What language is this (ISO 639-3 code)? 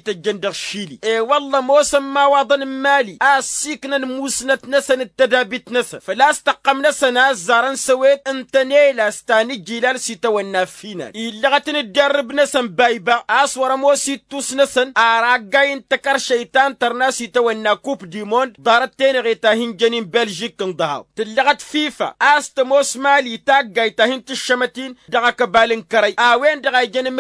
taq